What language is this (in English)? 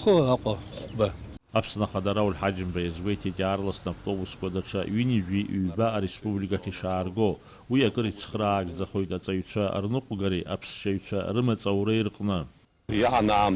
Abkhazian